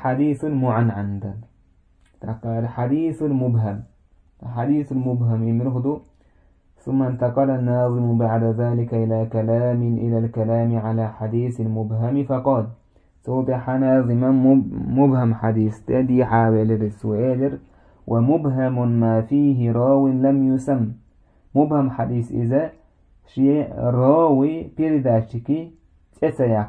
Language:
Chechen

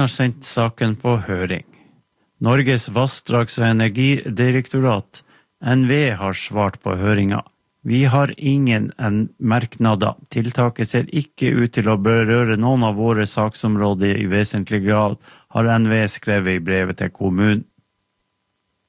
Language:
Norwegian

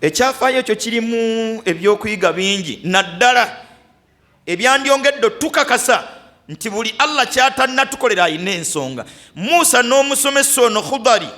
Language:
Ganda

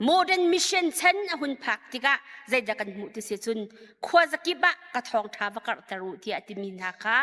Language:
Hakha Chin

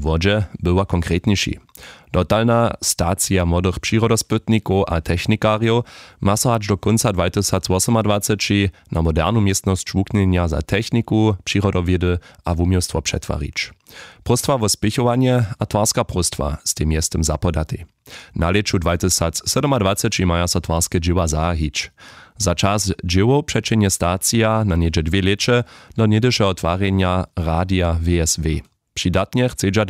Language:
Upper Sorbian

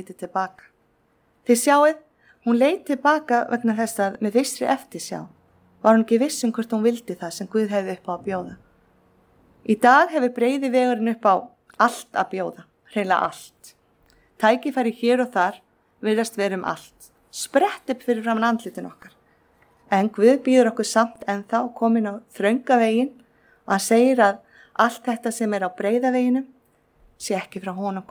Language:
Icelandic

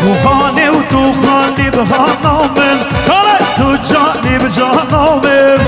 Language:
Kurdish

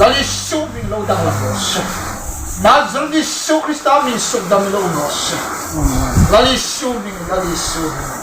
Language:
Hmar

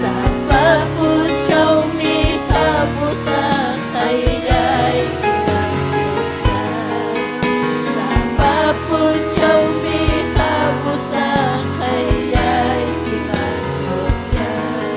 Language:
Ayacucho Quechua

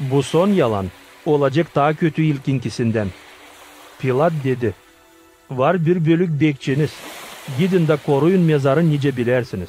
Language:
Gagauz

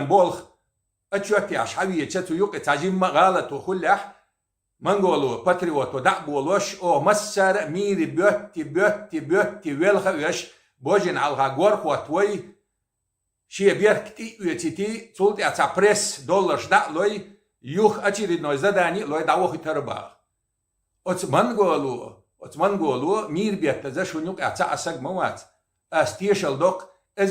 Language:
Chechen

